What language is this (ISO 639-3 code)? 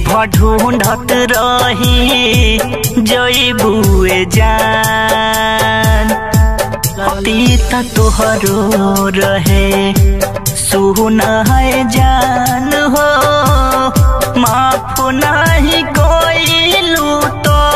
mai